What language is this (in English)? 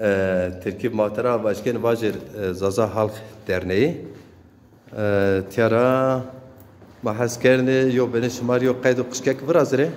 Zaza